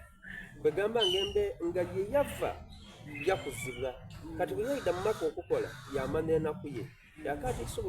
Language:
Soga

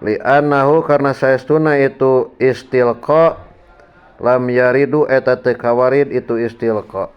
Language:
Sundanese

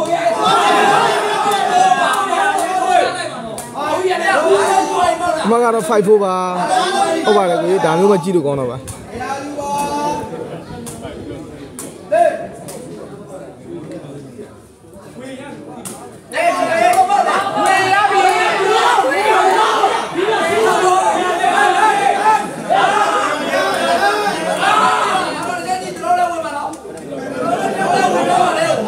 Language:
Burmese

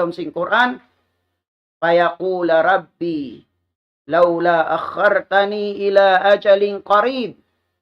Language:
Tausug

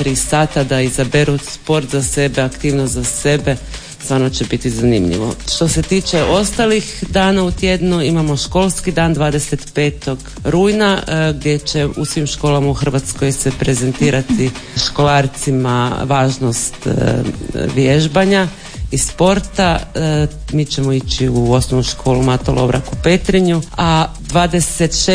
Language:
Croatian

